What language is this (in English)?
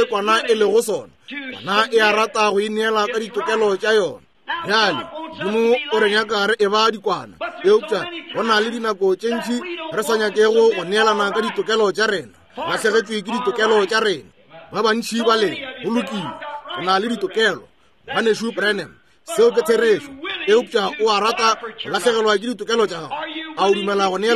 Northern Sotho